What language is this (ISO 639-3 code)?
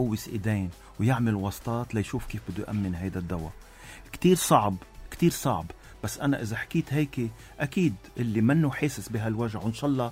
apc